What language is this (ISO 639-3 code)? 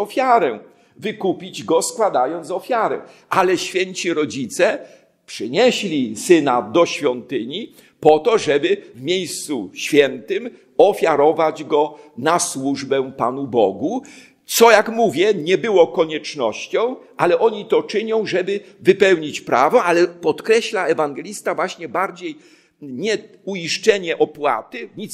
pol